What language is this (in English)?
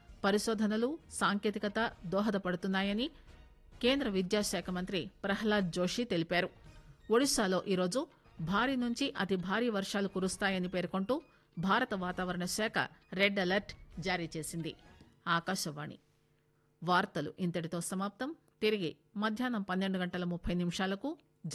Telugu